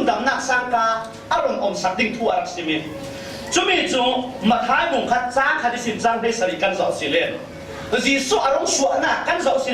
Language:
Falam Chin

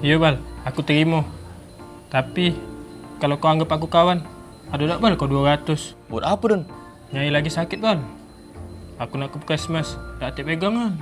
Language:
Musi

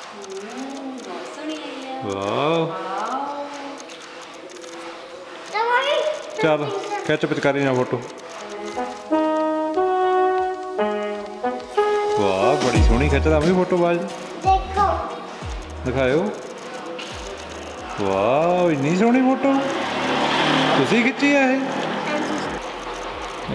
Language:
Punjabi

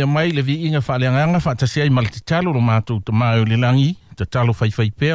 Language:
Samoan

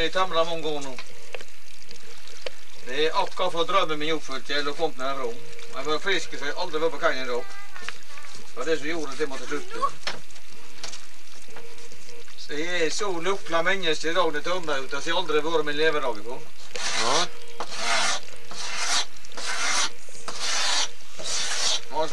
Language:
Norwegian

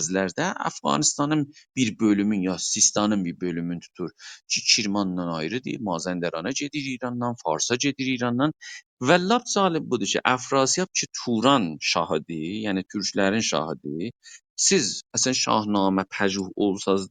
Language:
South Azerbaijani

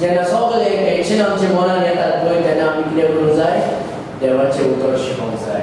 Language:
Konkani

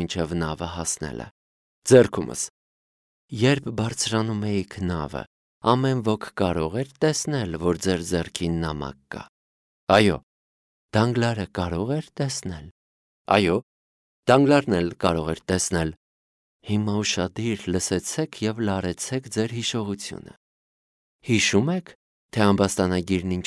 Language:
Armenian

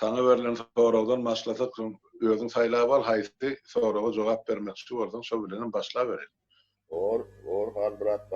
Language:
Turkmen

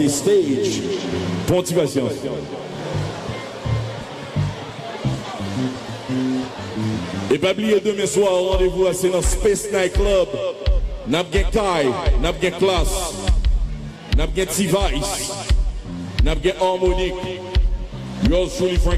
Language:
Haitian Creole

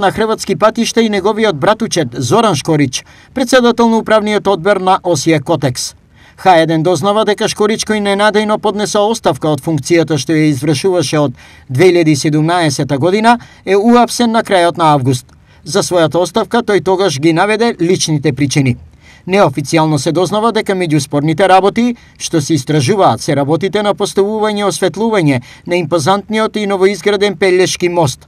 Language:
Macedonian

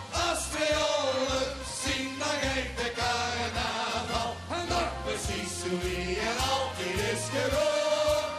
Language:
Limburgish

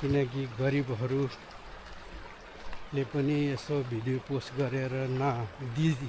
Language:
Nepali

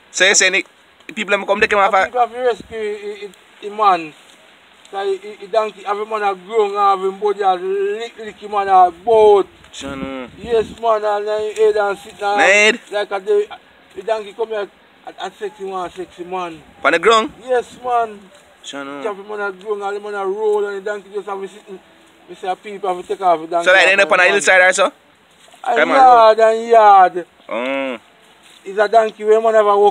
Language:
Jamaican Creole English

